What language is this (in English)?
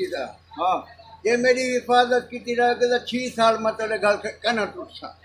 Saraiki